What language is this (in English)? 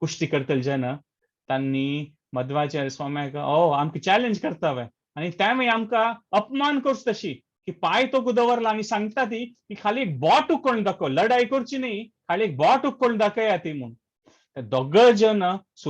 Konkani